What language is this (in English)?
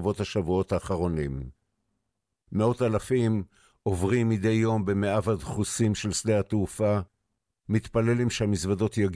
Hebrew